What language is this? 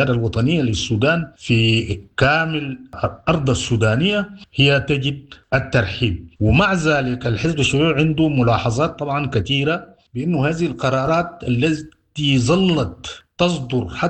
Sudanese Arabic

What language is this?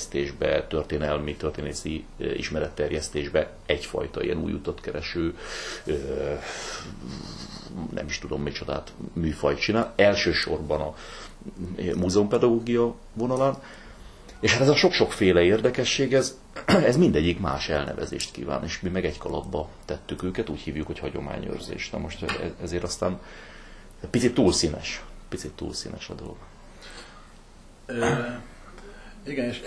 Hungarian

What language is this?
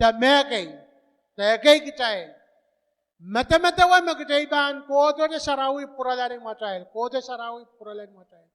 Pohnpeian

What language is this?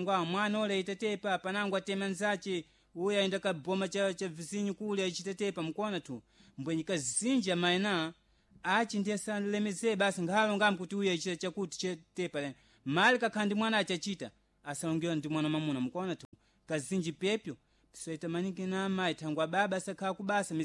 Sena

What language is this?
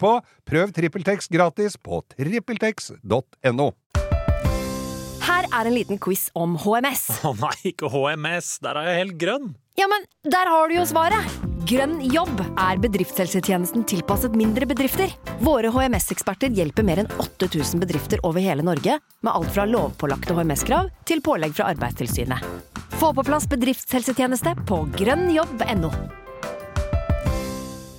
Norwegian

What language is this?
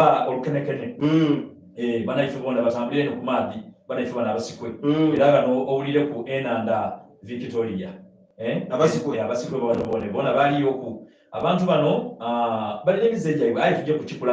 Soga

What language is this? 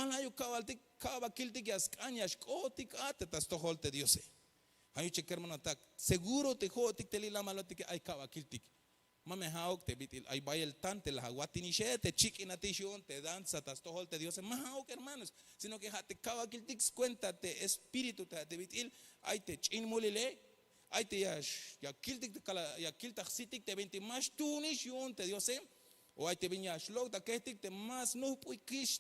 Tzeltal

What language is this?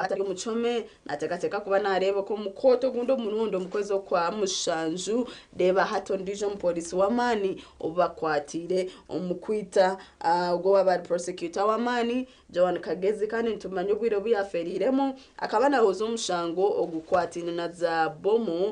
Nyankole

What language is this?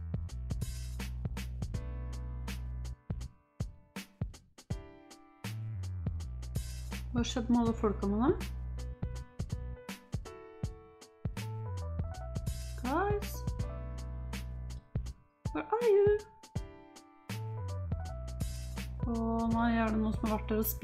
Norwegian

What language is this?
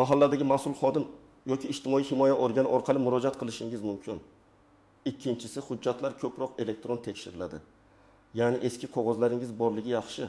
Uzbek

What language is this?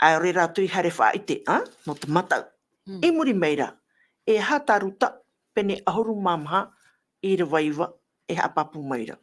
Tahitian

